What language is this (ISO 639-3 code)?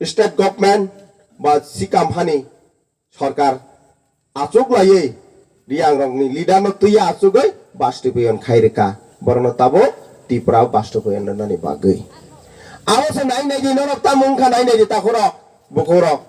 trp